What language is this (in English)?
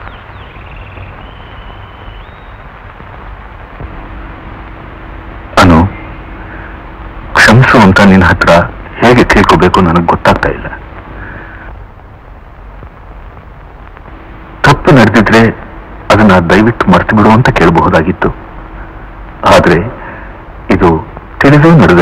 Kannada